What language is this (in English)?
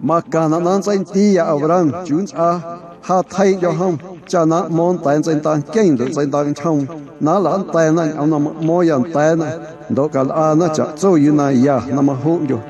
Guerrero Amuzgo